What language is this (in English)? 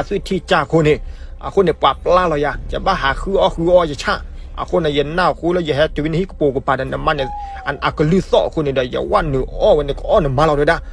S'gaw Karen